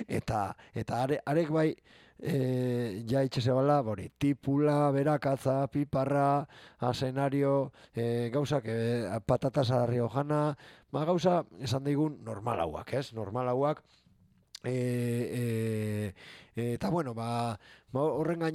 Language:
Basque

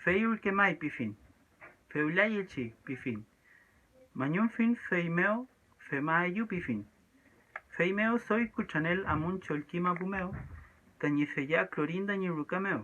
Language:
Mapuche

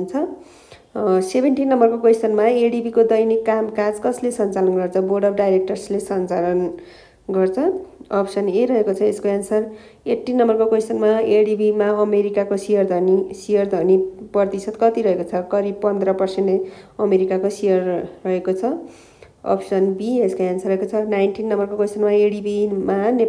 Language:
Nepali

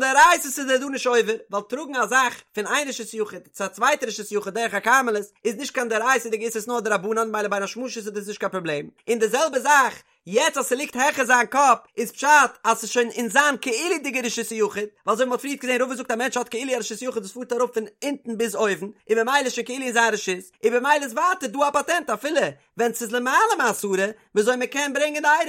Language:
Yiddish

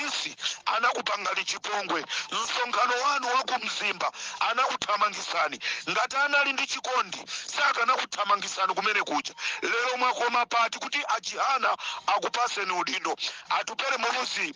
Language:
Nyanja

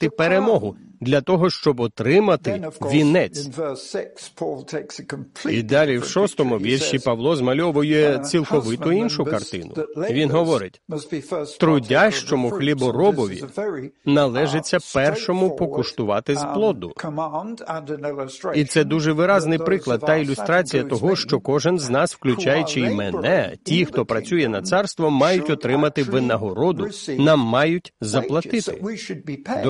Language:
Ukrainian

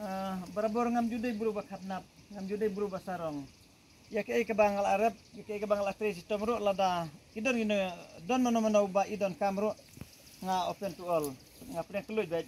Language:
Khasi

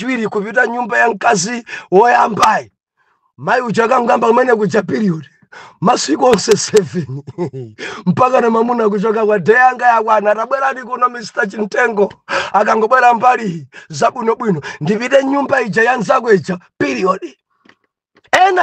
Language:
Nyanja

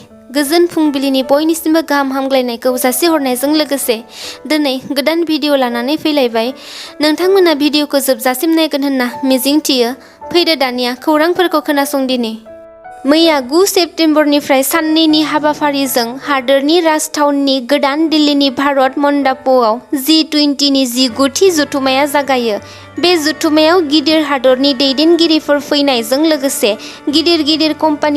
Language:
Bodo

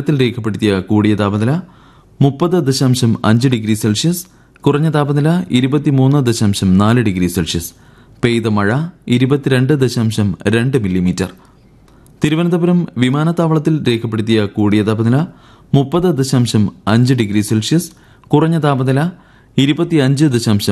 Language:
Malayalam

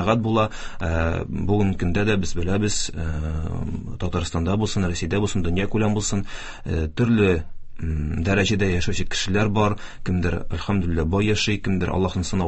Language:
Tatar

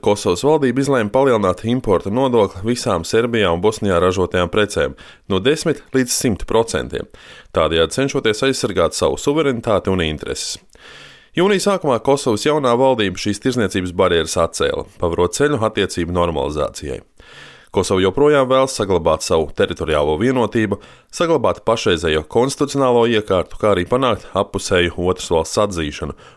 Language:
Latvian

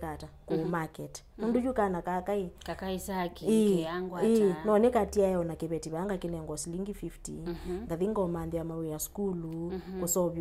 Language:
Kamba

